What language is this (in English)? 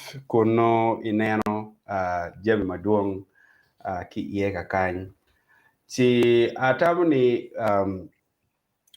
Acoli